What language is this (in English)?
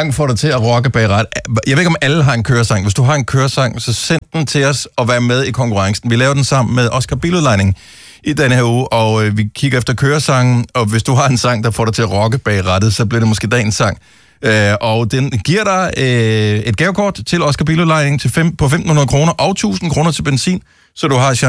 Danish